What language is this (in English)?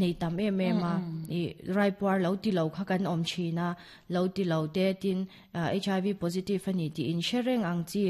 Mizo